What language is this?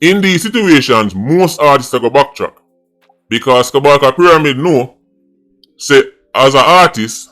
Jamaican Creole English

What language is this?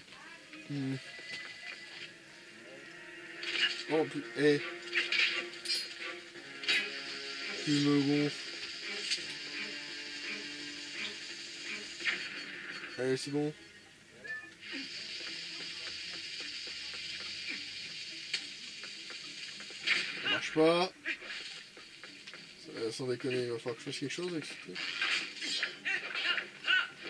French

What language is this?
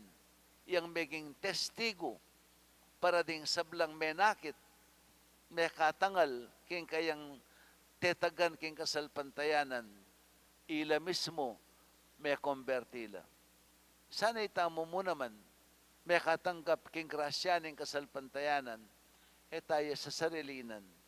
Pampanga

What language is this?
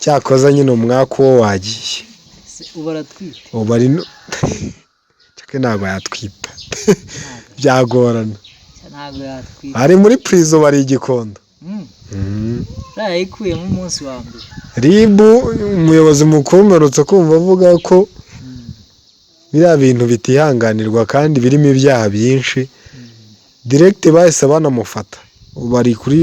Kinyarwanda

